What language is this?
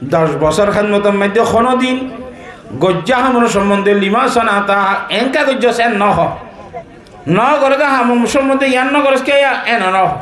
Rohingya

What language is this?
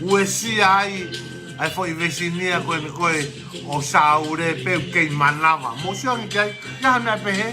Tongan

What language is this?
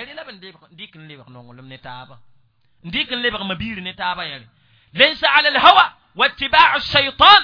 Mossi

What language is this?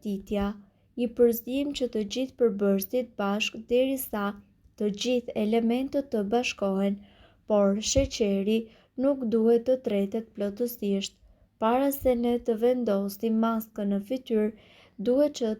Albanian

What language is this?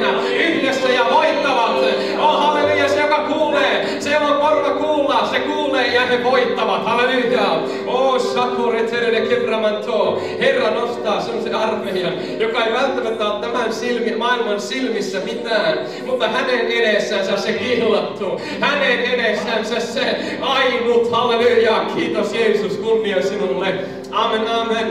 Finnish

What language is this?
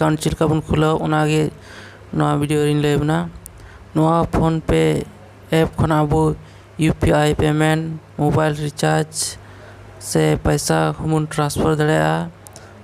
Santali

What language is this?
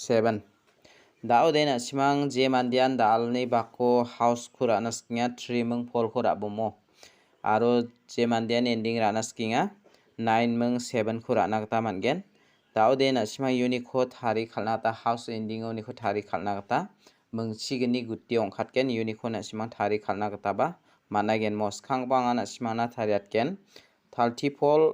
Garo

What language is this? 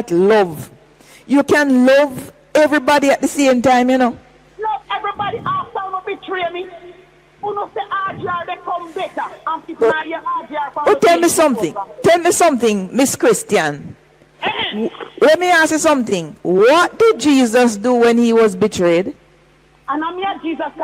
Jamaican Creole English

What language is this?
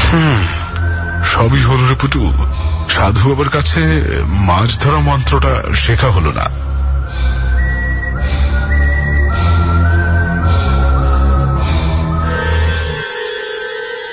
Bangla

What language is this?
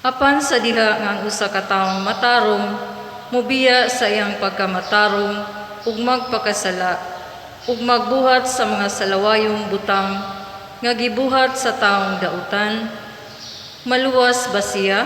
Cebuano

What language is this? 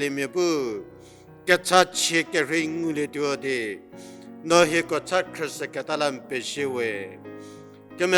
Angami Naga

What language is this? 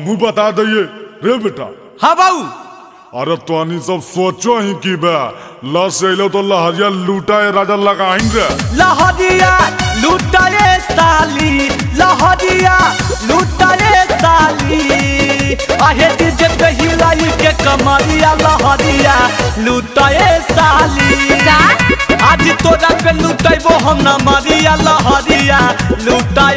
Magahi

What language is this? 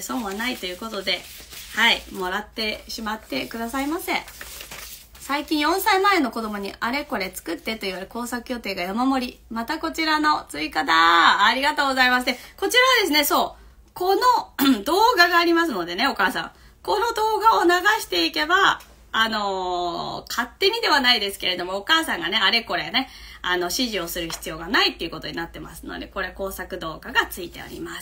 Japanese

